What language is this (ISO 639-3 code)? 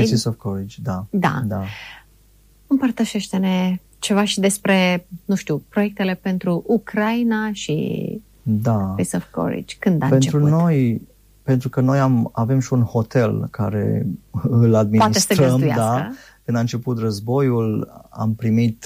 ron